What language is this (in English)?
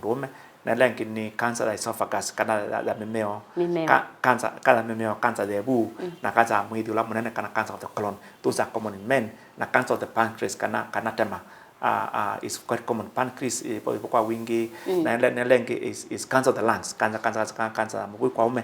Kamba